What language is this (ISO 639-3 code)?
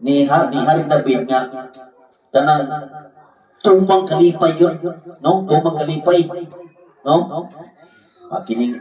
ceb